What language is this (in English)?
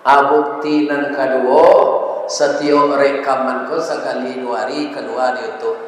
Minangkabau